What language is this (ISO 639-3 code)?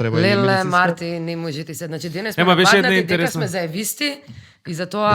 mkd